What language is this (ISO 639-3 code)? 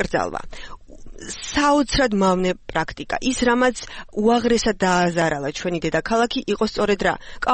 kat